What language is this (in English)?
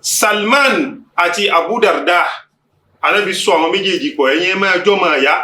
Yoruba